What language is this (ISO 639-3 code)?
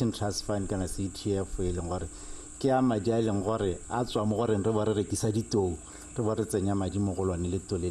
tsn